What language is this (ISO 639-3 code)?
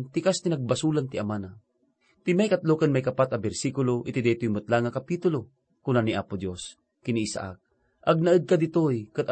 ilo